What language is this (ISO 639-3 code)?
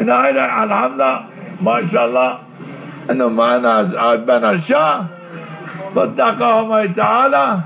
zza